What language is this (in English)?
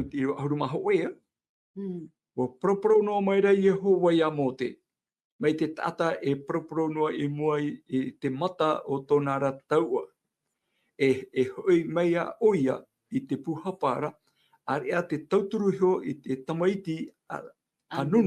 Tahitian